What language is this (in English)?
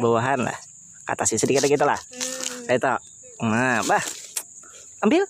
Banjar